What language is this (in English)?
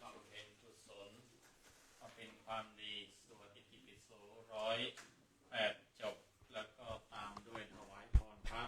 Pali